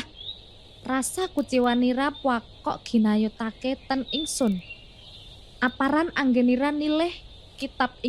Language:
Javanese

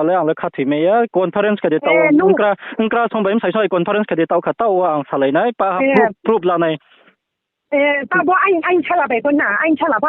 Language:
Riang (India)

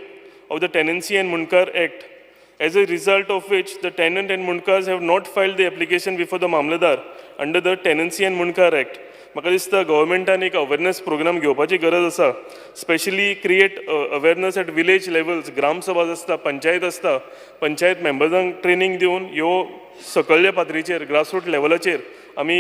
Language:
Konkani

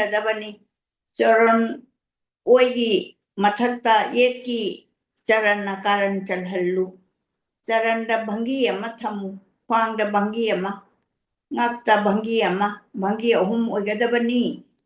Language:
Manipuri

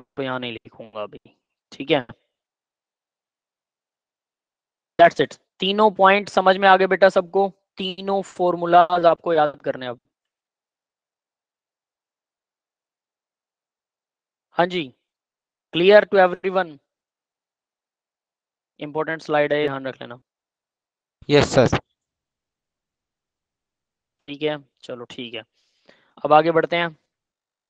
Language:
Hindi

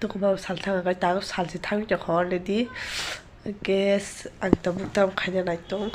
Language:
Kok Borok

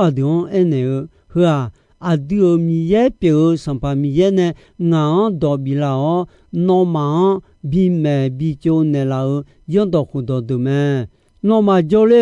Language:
Akha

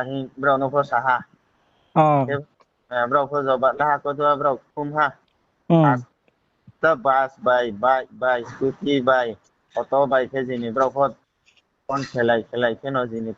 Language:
Riang (India)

